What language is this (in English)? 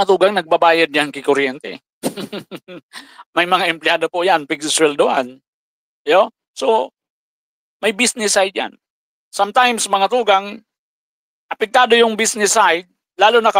Bikol